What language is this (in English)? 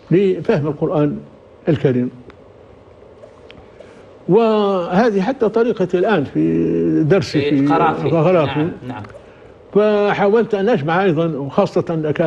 Arabic